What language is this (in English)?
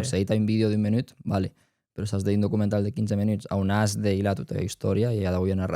Occitan